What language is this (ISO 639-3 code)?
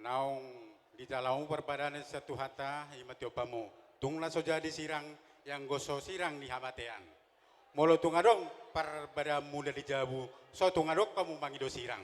bbc